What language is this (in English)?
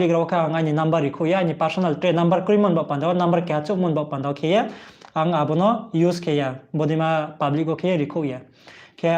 Riang (India)